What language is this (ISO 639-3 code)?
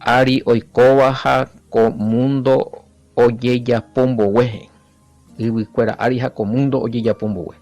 grn